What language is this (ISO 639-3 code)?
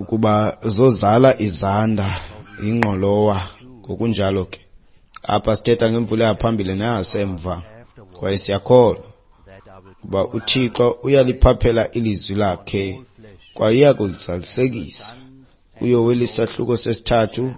xho